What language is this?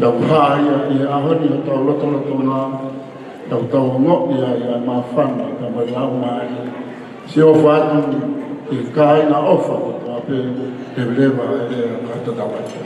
Tongan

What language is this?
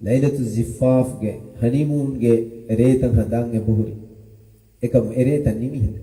Divehi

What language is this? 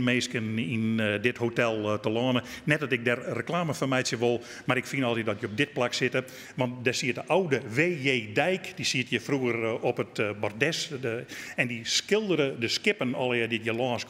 Western Frisian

